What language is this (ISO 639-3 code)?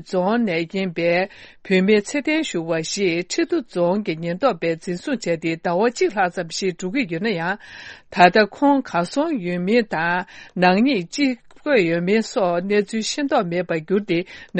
bod